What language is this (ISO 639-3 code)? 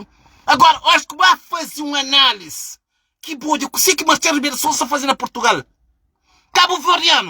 kea